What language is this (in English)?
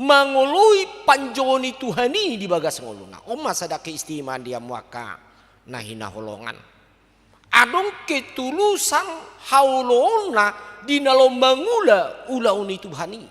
Batak Toba